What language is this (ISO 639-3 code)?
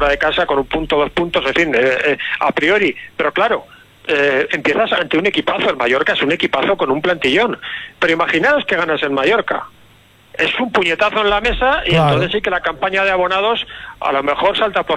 spa